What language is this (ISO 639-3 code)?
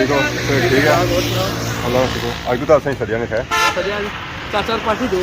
phr